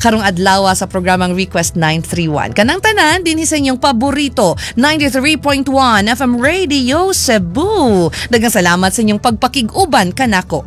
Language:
Cebuano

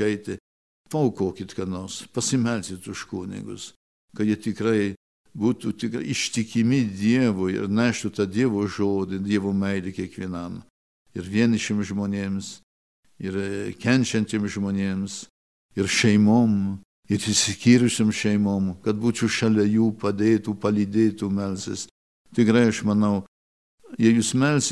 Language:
Lithuanian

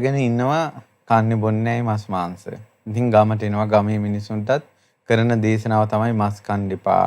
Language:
Sinhala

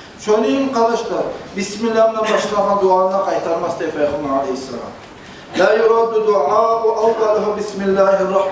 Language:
Kumyk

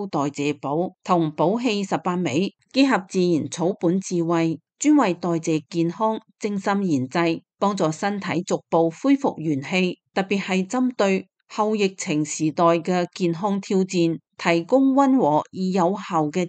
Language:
Cantonese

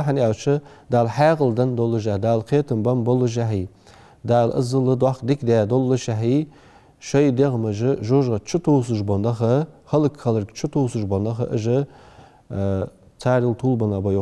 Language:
Ingush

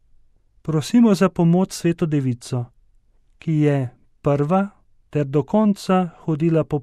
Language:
Slovenian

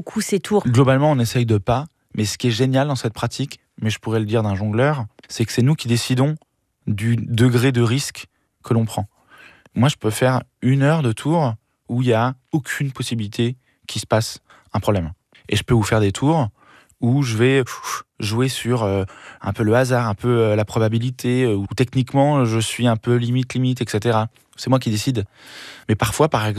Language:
French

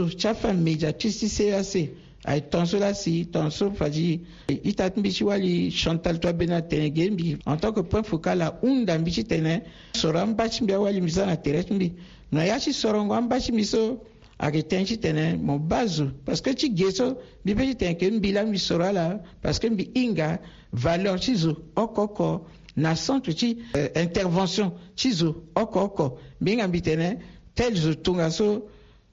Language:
Sango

